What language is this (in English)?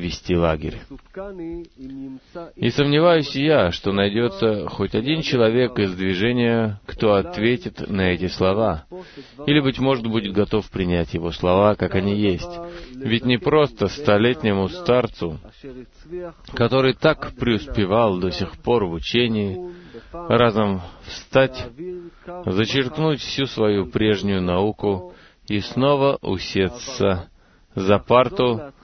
Russian